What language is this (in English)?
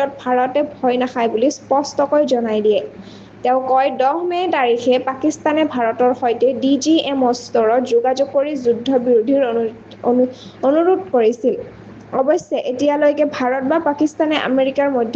Assamese